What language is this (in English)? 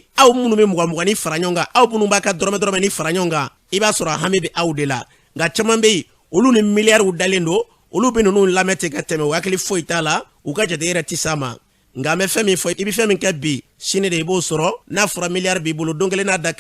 Bambara